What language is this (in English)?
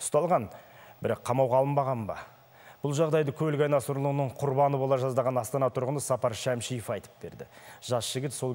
Kazakh